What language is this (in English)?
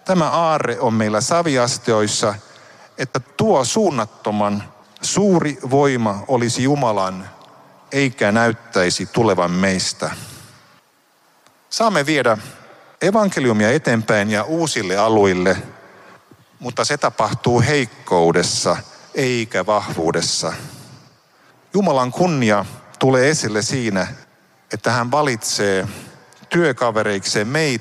Finnish